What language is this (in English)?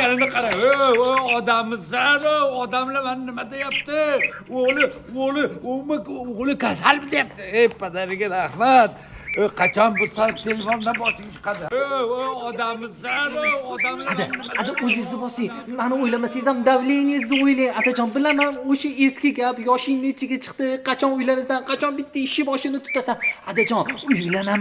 Uzbek